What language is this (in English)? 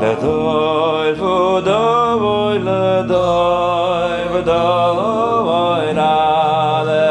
Yiddish